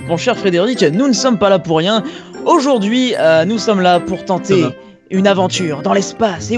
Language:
French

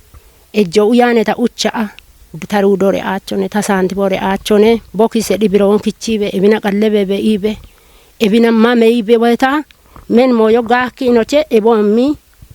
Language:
Kafa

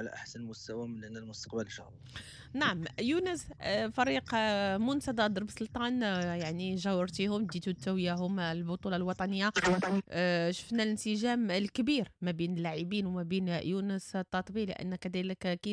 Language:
Moroccan Arabic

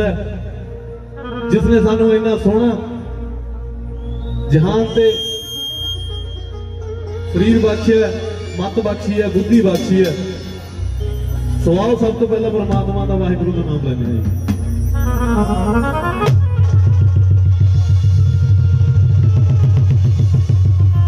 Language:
Punjabi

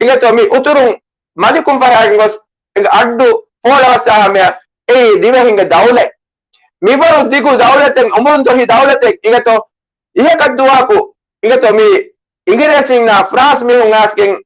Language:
Divehi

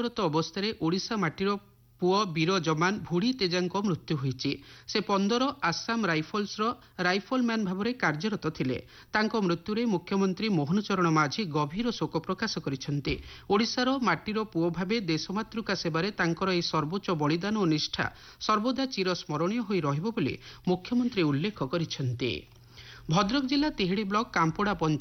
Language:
Odia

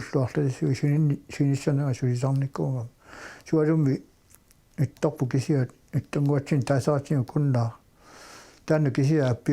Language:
Kalaallisut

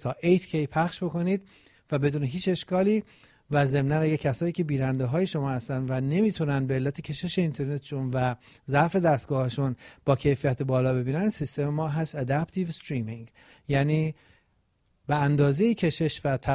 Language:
Persian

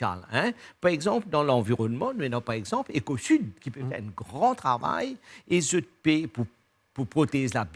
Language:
Morisyen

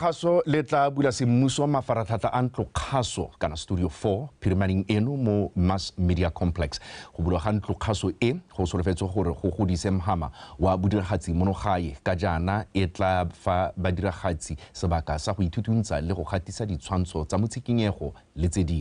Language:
Tswana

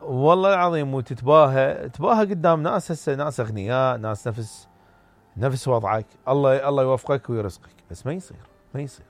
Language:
Mesopotamian Arabic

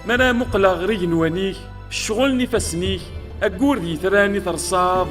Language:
Kabyle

